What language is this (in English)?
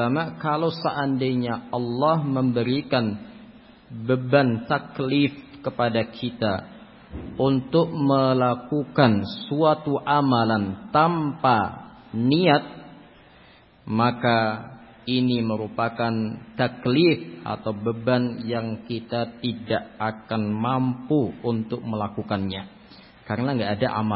Indonesian